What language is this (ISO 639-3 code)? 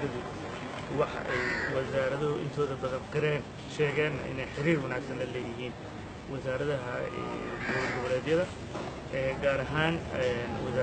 som